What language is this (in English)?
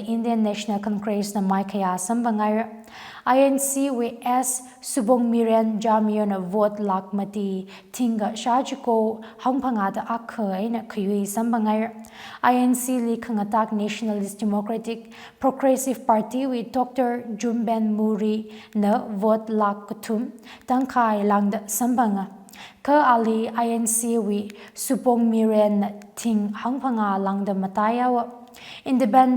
Tangkhul Naga (India)